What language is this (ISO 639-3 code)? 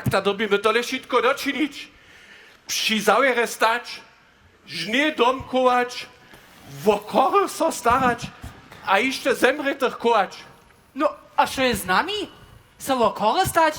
hsb